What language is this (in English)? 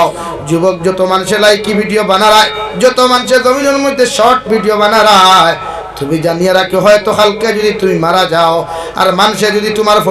Sylheti